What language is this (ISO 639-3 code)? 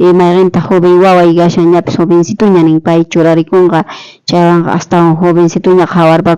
quh